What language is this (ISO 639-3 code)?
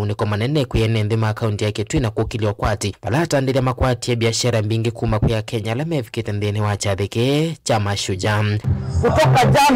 kam